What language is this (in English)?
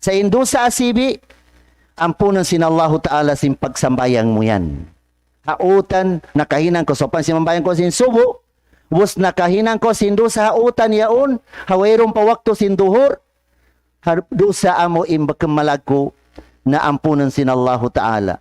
Tausug